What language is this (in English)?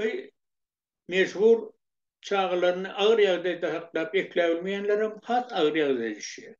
Turkmen